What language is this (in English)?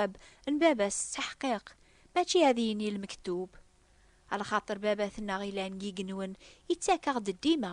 Kabyle